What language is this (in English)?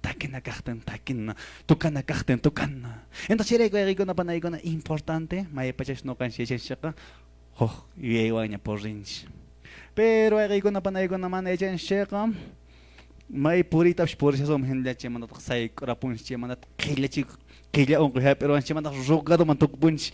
Quechua